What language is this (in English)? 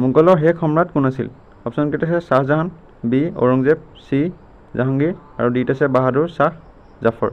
Assamese